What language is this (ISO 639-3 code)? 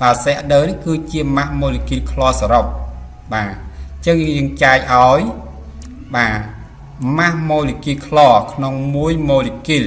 khm